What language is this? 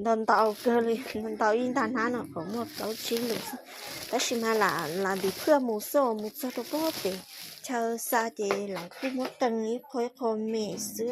Hmong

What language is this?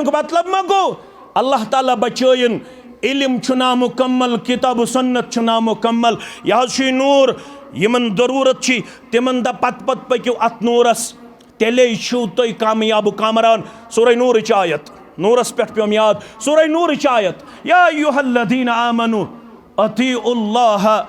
Kashmiri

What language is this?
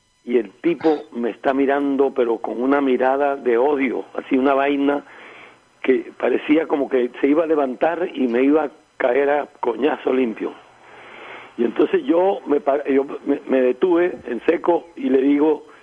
Spanish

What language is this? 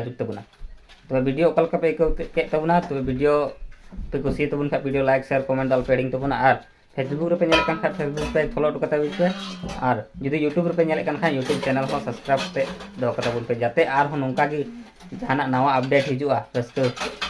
Santali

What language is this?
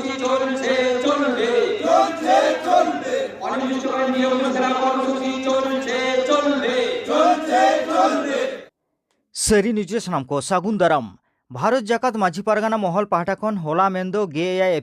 Santali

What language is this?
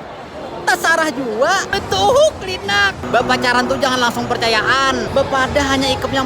Banjar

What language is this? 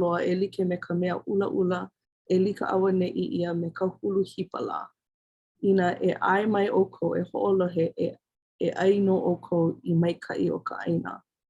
Hawaiian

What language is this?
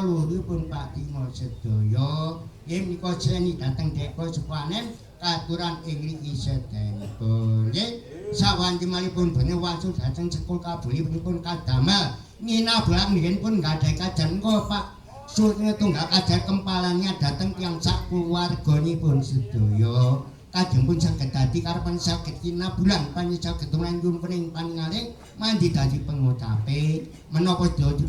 Javanese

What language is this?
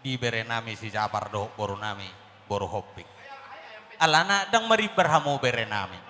Batak Toba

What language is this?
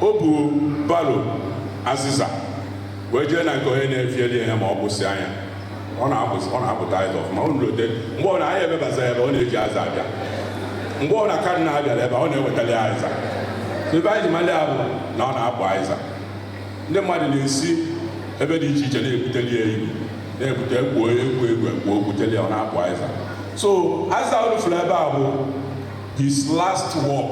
Igbo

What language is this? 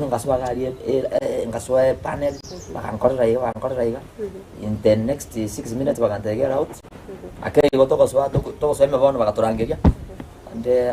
Gusii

